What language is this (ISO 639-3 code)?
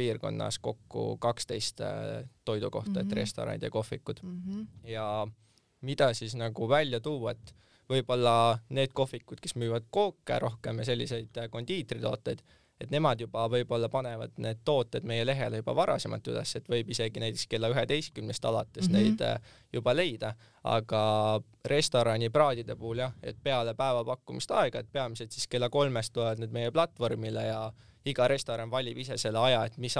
est